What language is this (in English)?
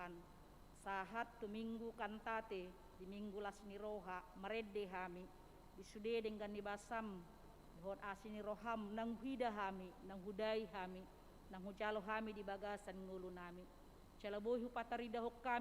Batak Toba